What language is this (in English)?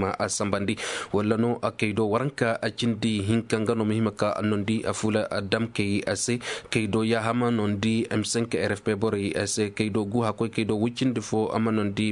Zarma